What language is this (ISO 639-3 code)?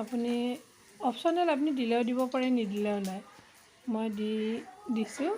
asm